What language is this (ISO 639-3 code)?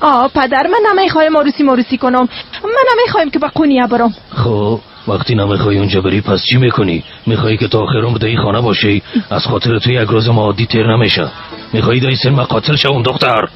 fas